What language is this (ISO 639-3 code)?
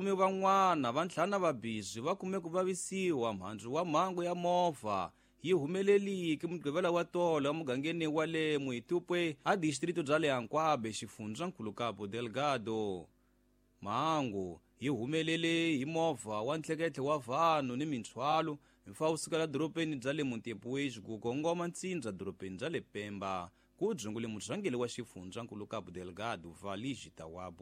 tso